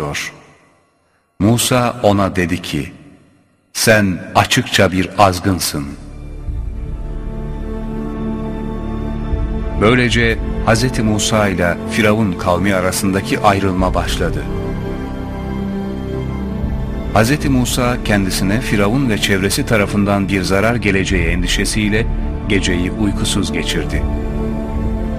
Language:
Turkish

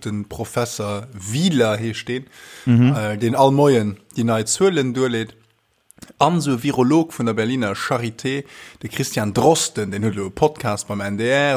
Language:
Luxembourgish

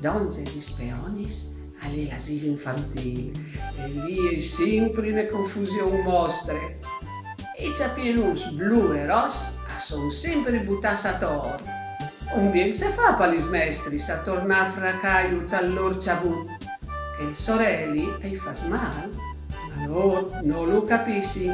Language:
Friulian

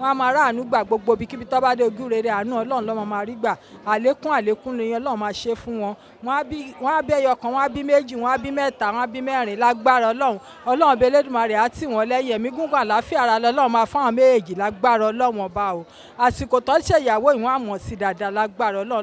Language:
Yoruba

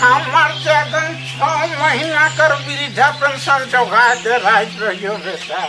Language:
Sadri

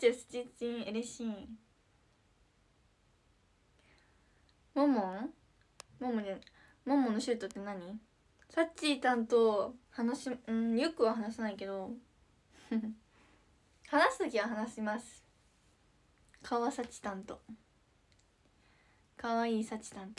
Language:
Japanese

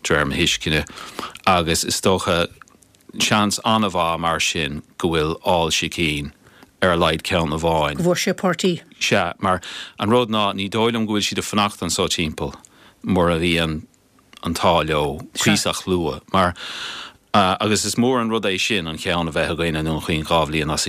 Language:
Irish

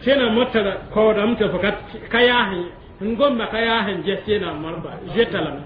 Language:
Mossi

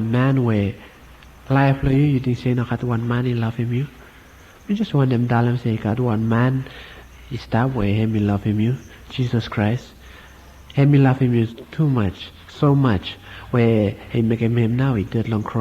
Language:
Bislama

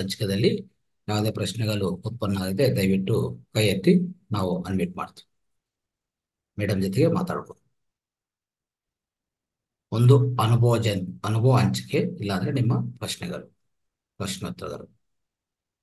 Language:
Kannada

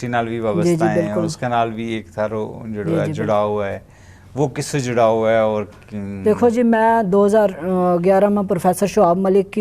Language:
Gujari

